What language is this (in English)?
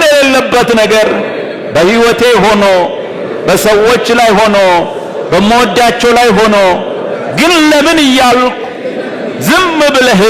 Amharic